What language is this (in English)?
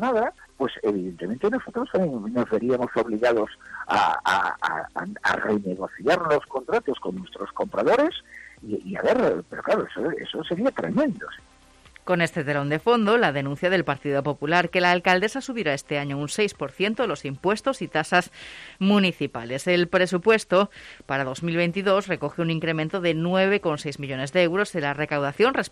Spanish